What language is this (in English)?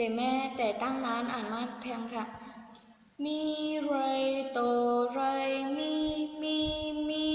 Shan